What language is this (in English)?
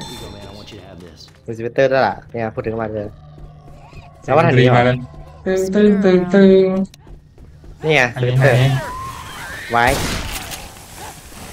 Thai